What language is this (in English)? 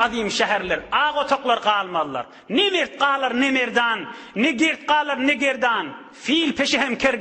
Turkmen